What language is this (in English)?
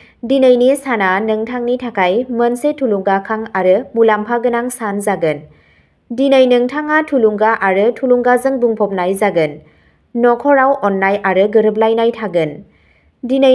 Bodo